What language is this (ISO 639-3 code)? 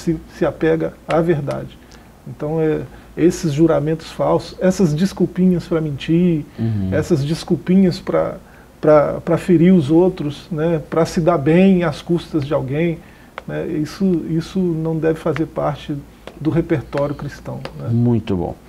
por